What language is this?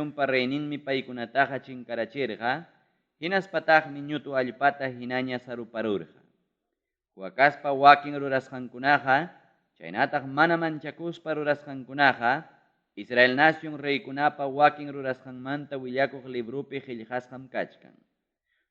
Ayacucho Quechua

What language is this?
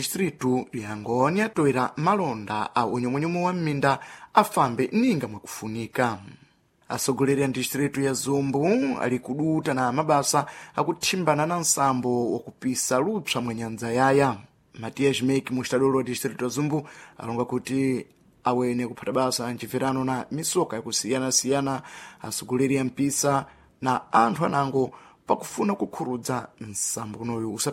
Sena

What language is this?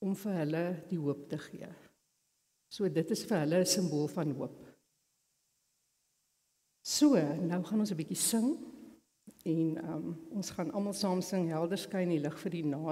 Afrikaans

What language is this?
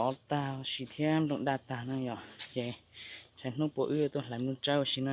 Hmong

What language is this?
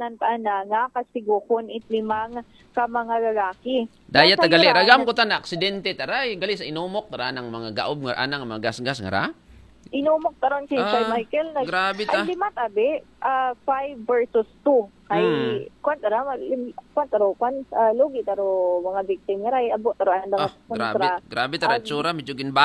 Aklanon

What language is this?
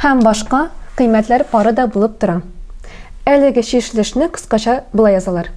Tatar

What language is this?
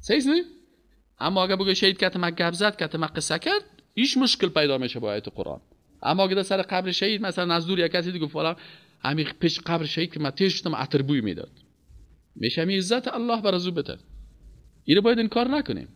Persian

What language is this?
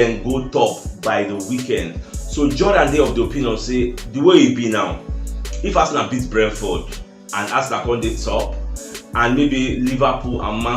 Nigerian Pidgin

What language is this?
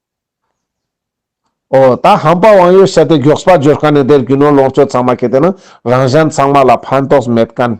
Ladakhi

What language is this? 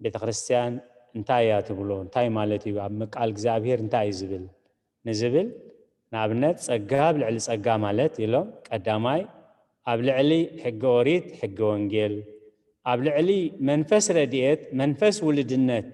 Tigrinya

